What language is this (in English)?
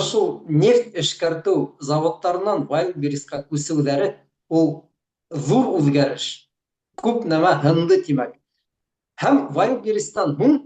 Bashkir